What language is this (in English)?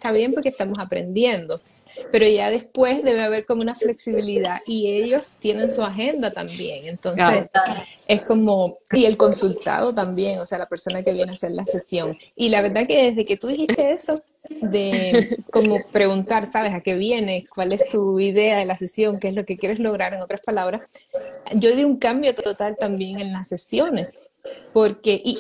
Spanish